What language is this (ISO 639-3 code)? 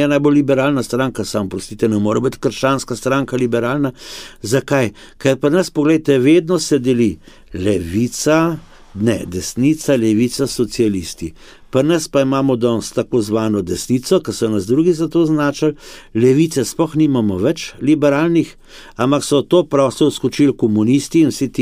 slv